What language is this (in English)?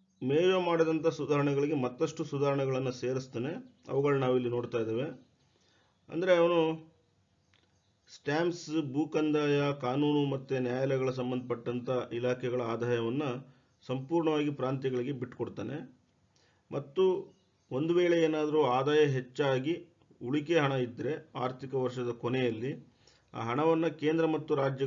Kannada